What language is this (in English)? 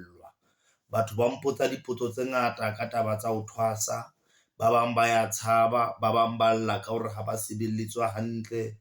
Southern Sotho